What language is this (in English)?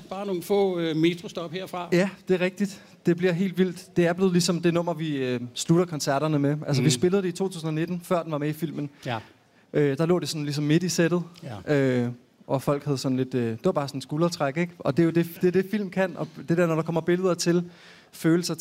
Danish